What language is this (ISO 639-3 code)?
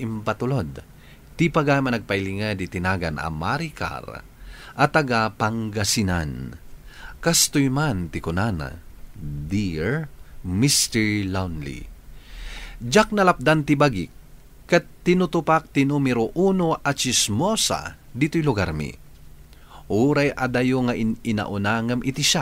ilo